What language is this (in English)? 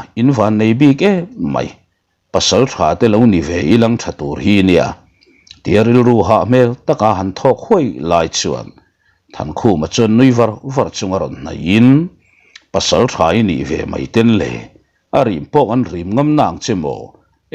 Mizo